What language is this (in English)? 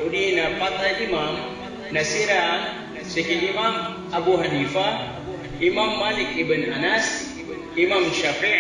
Maranao